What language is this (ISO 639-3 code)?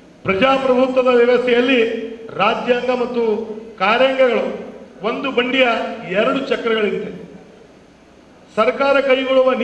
kan